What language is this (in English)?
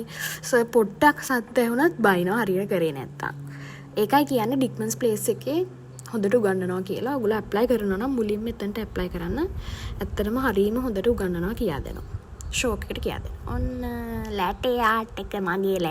Sinhala